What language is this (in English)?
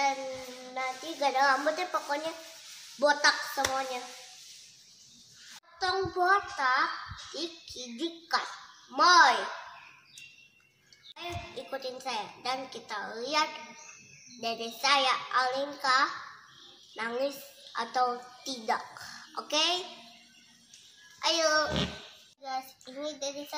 Indonesian